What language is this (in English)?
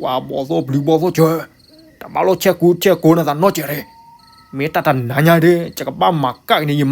S'gaw Karen